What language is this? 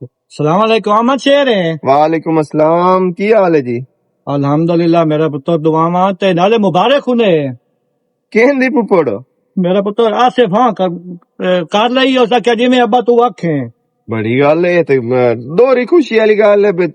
Western Panjabi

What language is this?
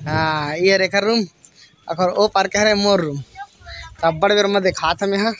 Chhattisgarhi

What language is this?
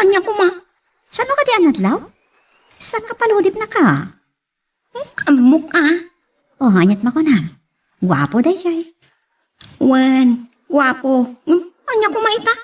Iloko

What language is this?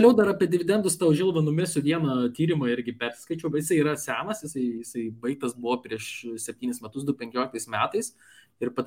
Lithuanian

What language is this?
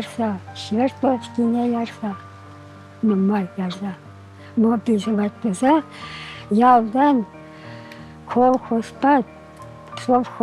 Chuvash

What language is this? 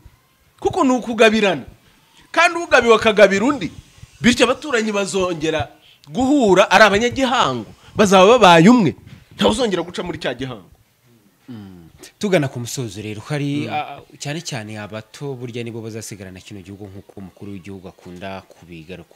Kinyarwanda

